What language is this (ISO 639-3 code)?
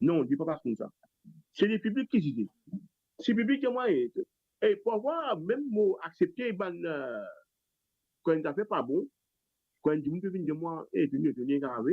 mfe